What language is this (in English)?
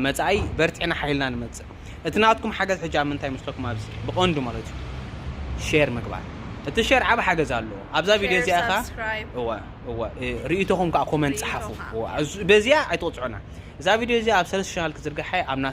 Tigrinya